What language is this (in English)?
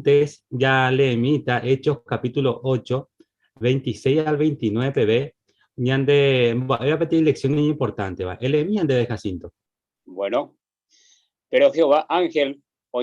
Guarani